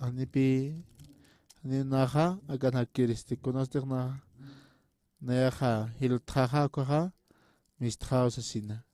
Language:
Aymara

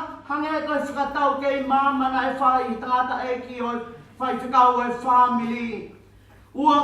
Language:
Tongan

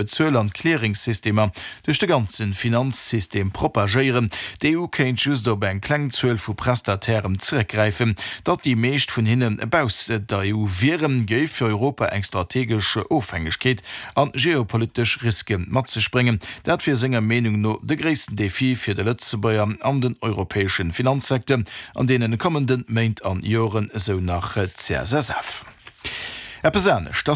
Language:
Luxembourgish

